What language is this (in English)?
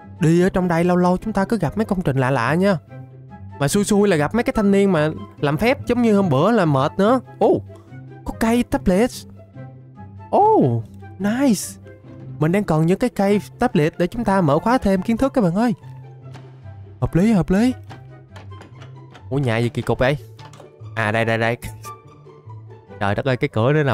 Vietnamese